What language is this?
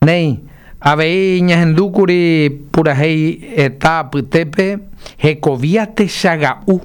Guarani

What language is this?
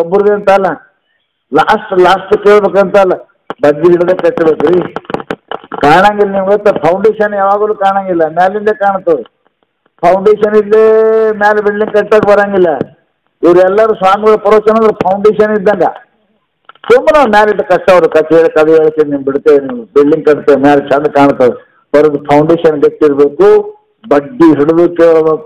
Kannada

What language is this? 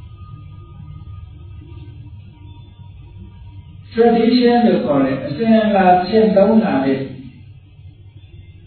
Burmese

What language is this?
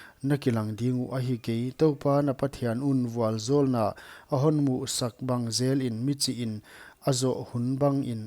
Paite Chin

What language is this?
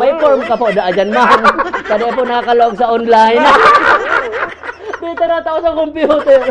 Bikol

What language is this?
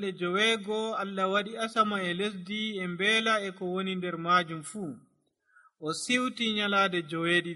Nigerian Fulfulde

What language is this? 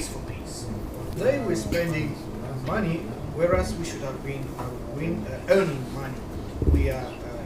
Tswana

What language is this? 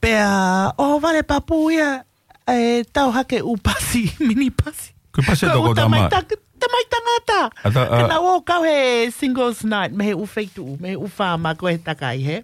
Tongan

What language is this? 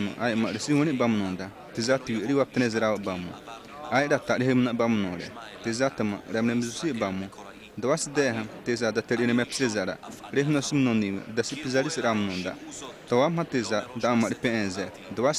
Xavánte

